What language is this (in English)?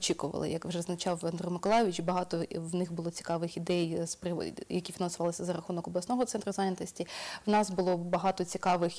Ukrainian